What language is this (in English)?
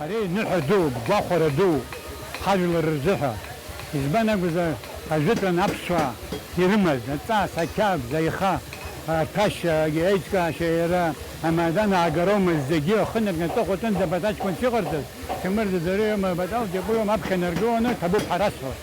Abkhazian